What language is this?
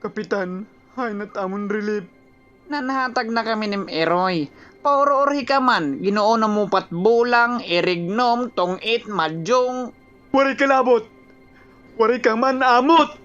Waray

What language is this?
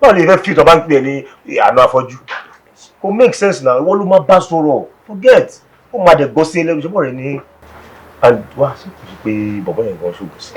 Yoruba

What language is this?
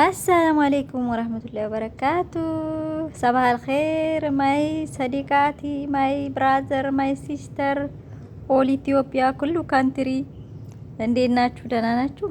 Amharic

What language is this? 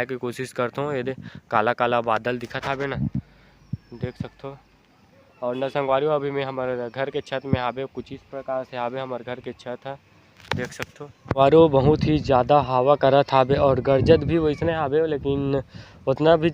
Chhattisgarhi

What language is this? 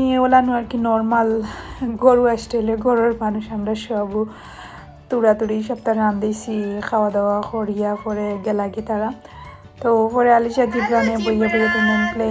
Sylheti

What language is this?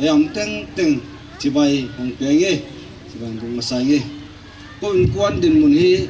Paite Chin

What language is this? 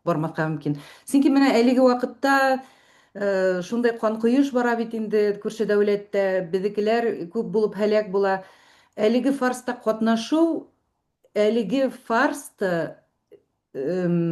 Bashkir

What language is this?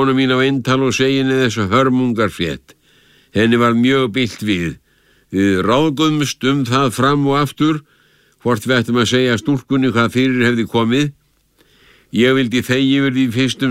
Icelandic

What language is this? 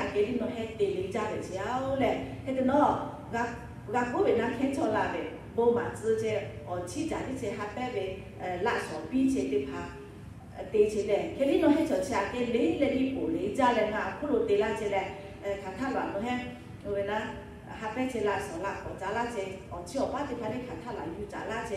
Lahu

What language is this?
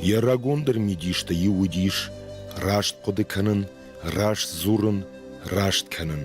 Ossetic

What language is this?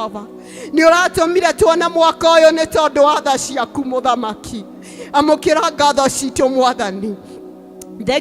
Kikuyu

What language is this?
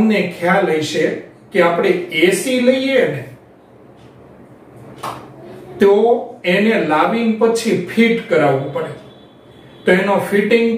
Gujarati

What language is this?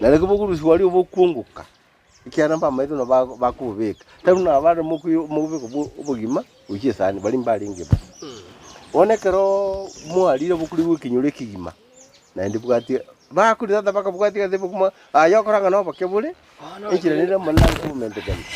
Gusii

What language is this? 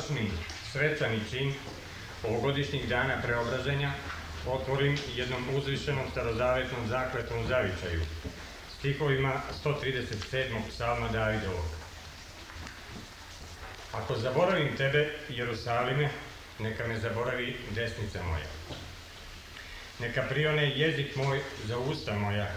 Serbian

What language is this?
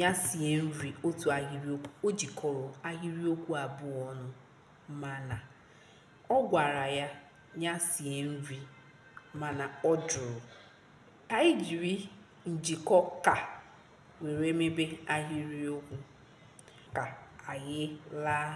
Igbo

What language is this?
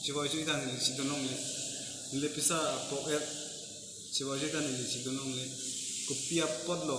Karbi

